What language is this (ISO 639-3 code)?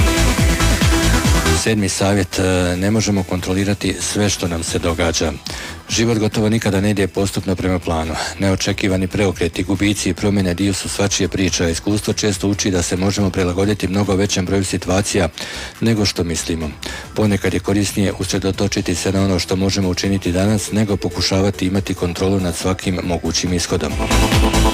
hrv